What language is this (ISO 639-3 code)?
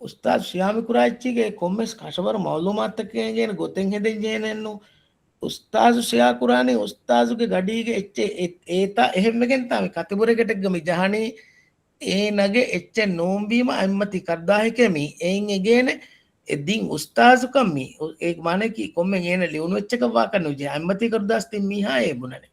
div